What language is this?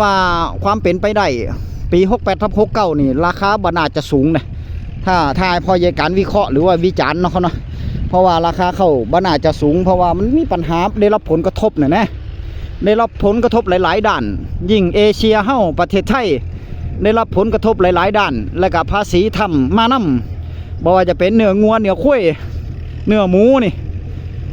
Northeastern Thai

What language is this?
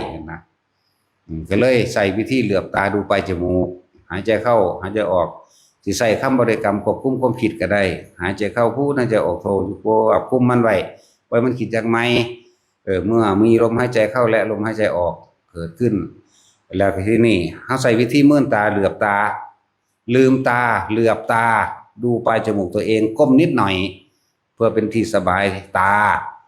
Northeastern Thai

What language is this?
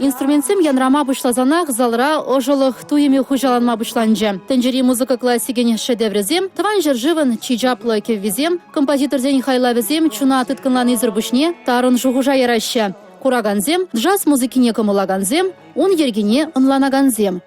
Chuvash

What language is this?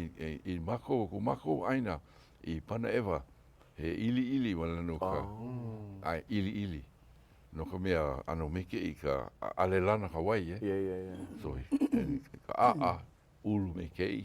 Hawaiian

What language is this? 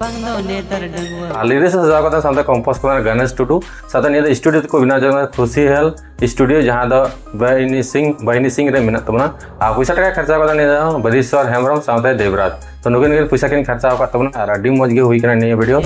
Santali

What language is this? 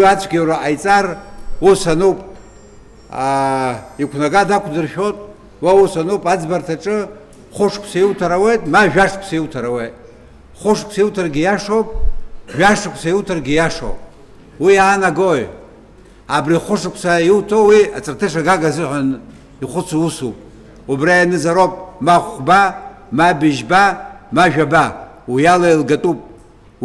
Abkhazian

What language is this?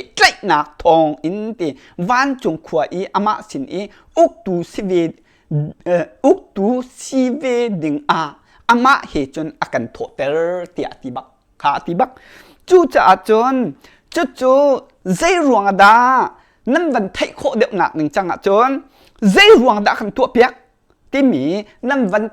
Hakha Chin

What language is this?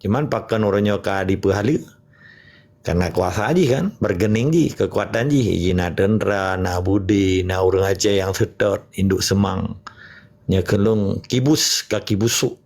Achinese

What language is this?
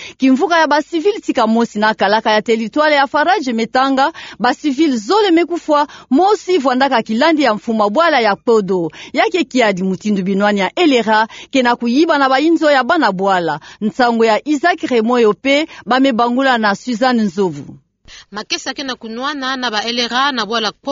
Kituba (Democratic Republic of Congo)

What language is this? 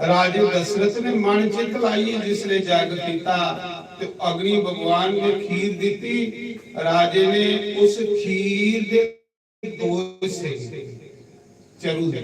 Dogri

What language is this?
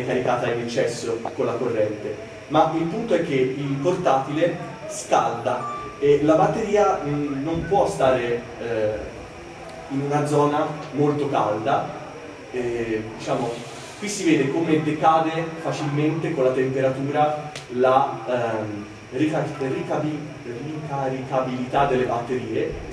Italian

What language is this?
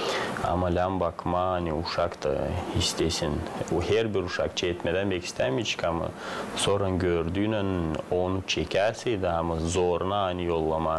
Gagauz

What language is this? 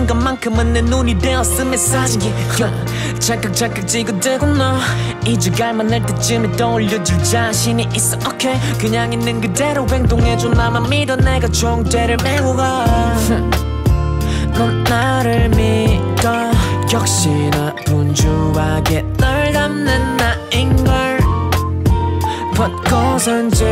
Korean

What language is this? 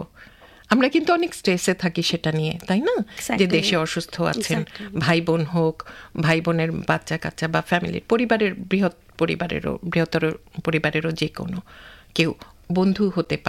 Bangla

